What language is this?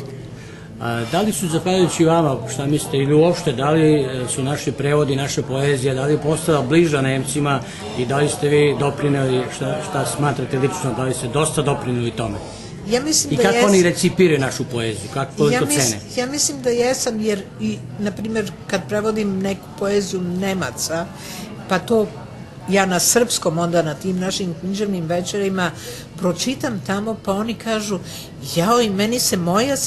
Serbian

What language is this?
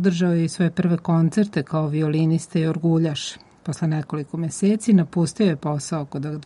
Serbian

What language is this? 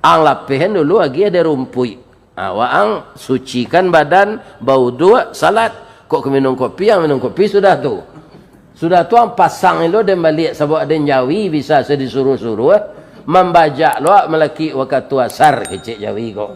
Minangkabau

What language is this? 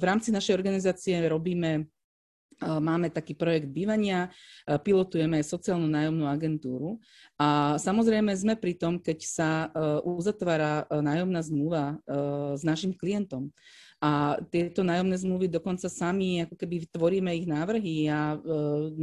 Slovak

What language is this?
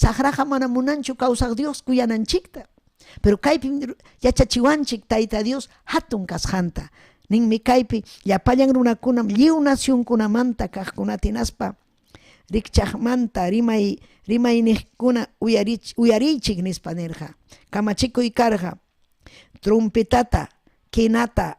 Ayacucho Quechua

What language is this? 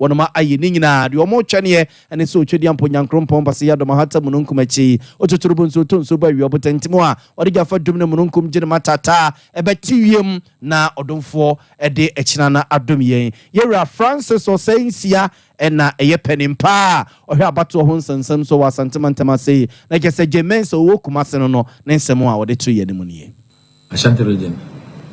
Akan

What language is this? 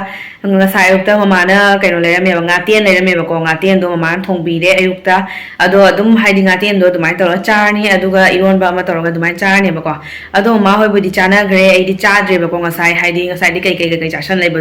Manipuri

